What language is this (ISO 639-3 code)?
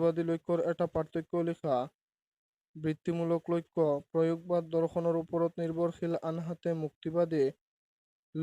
asm